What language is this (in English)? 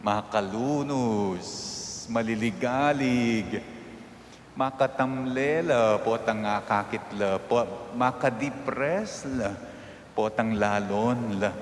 Pampanga